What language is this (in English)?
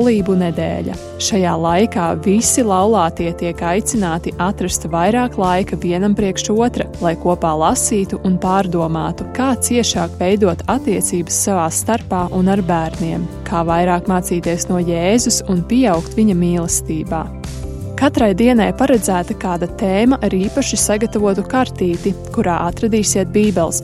Latvian